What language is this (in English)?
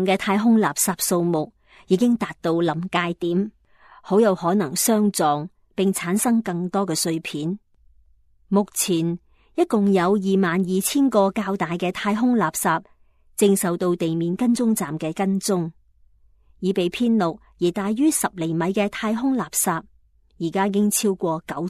Cantonese